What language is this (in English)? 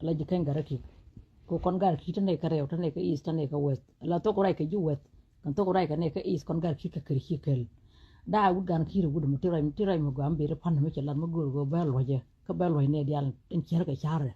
Nuer